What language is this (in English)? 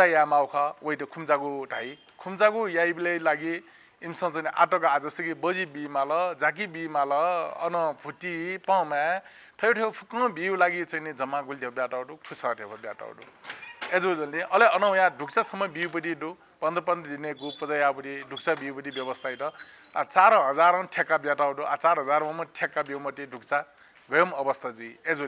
Newari